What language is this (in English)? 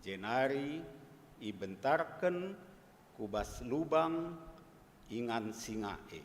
Batak Karo